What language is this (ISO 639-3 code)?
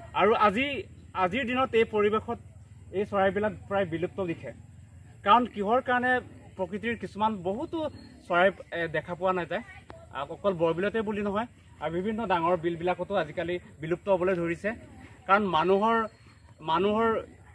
asm